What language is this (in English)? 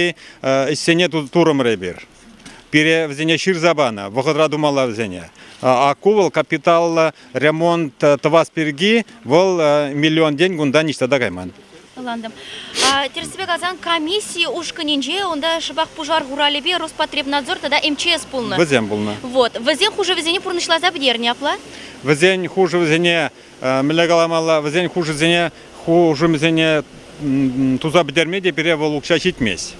Chuvash